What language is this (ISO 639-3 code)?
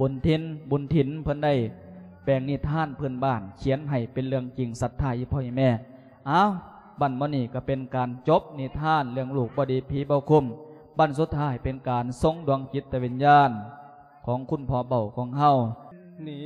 lao